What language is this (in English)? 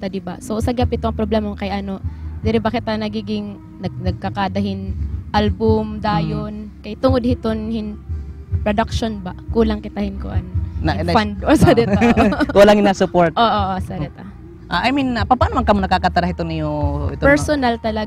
Waray